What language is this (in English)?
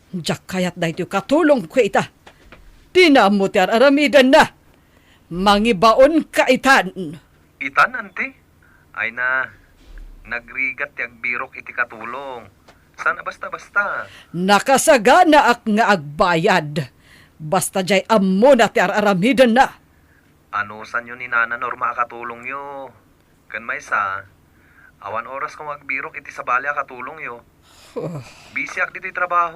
Iloko